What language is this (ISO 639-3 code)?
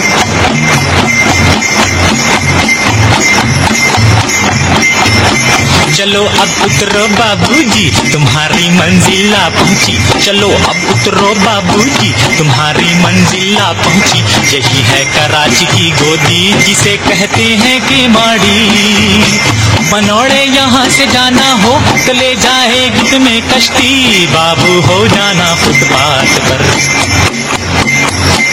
hin